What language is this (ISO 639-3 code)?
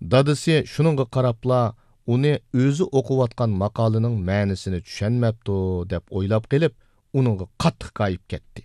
uig